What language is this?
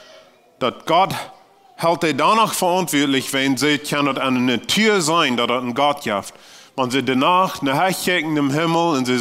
Plautdietsch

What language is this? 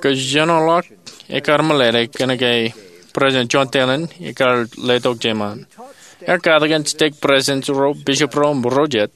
Marshallese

